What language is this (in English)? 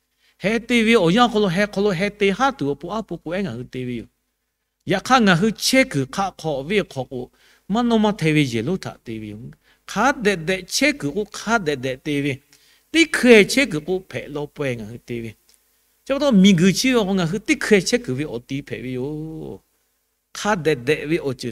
Lahu